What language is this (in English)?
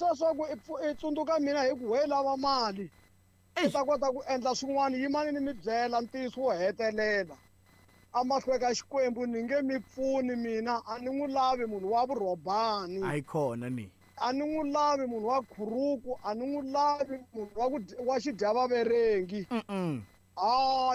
Tsonga